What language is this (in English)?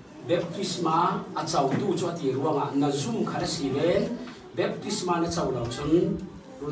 Falam Chin